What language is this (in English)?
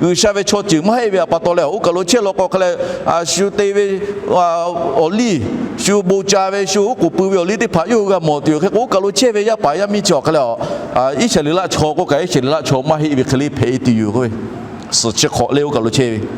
Lahu